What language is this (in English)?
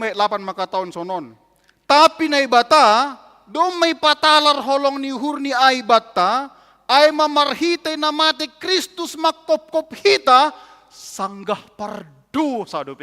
Batak Simalungun